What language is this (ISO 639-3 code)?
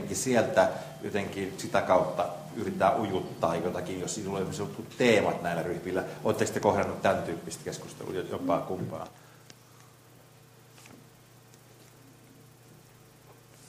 fin